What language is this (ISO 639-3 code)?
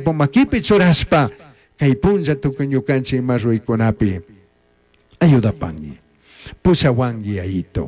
qug